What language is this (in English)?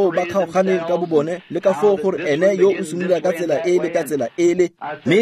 Tswana